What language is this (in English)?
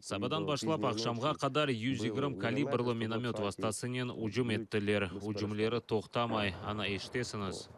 Crimean Tatar